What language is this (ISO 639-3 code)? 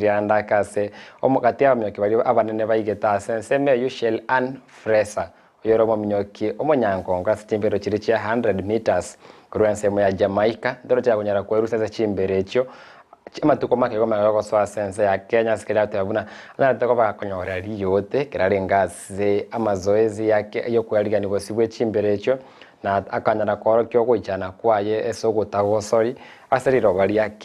guz